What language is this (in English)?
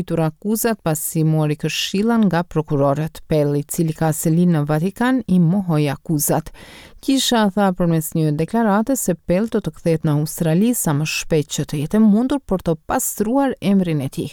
Albanian